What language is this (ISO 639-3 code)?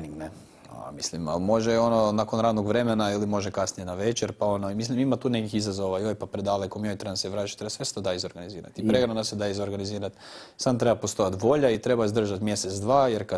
hrv